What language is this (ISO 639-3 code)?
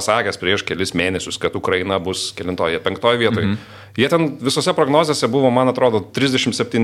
lit